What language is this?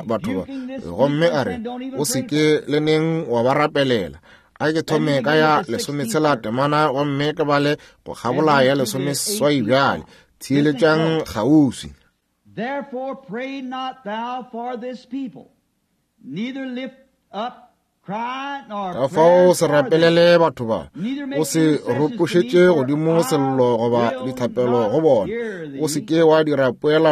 Northern Sotho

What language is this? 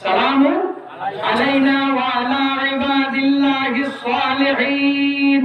Sylheti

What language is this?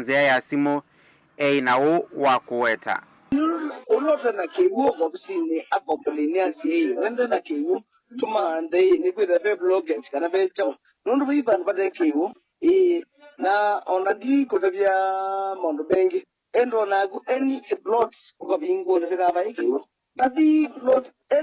Kamba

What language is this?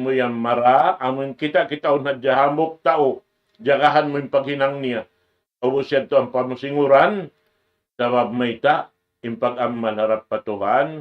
Tausug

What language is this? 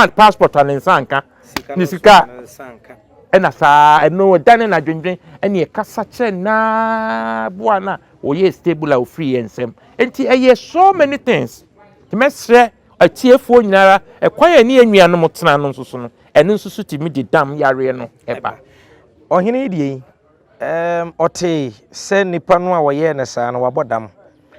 Akan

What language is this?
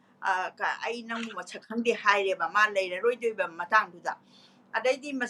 Manipuri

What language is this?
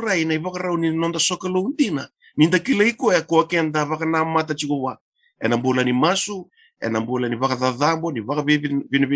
Fijian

